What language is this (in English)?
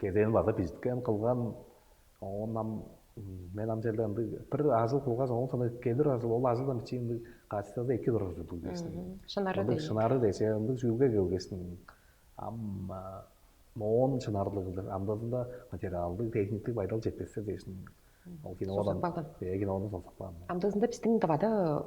Tuvinian